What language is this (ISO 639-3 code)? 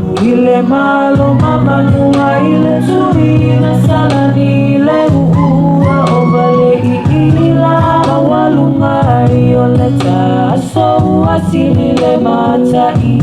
smo